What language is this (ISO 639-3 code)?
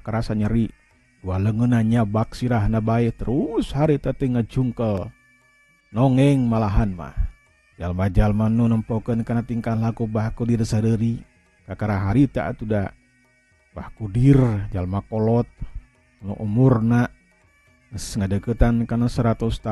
sun